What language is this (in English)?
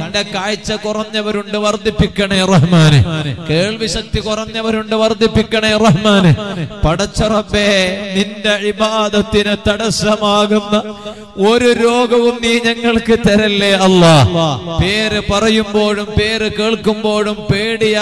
Malayalam